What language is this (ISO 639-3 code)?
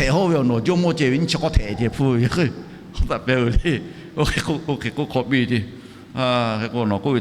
lhu